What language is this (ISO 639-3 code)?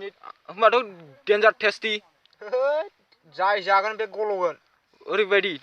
brx